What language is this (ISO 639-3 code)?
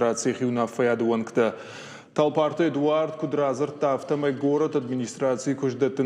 oss